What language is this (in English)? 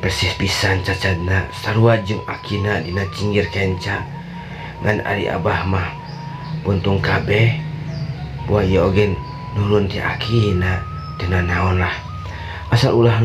Sundanese